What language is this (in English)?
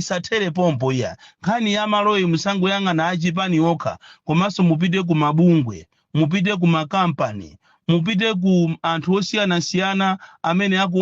Nyanja